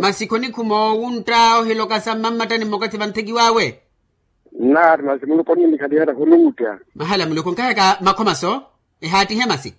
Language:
Makhuwa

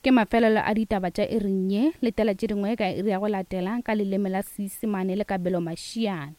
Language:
Northern Sotho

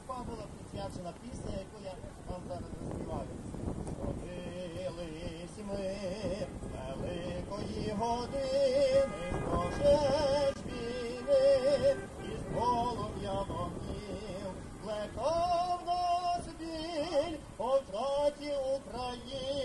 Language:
Ukrainian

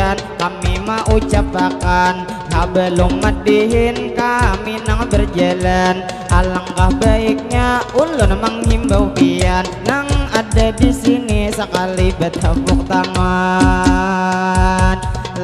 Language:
Banjar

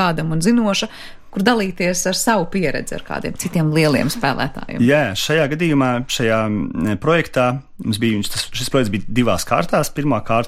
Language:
Latvian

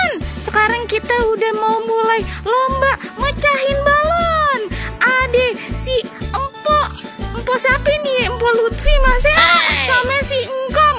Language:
Betawi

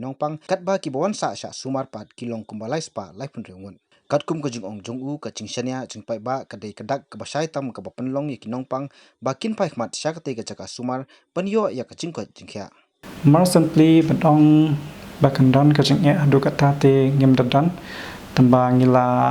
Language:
Khasi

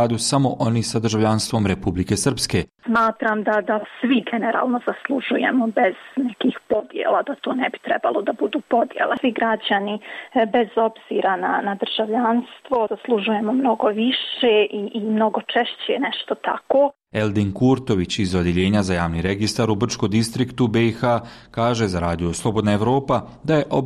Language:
Bosnian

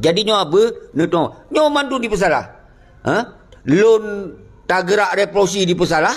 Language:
Achinese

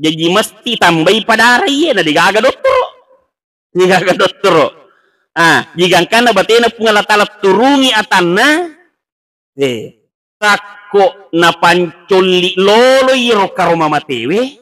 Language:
Buginese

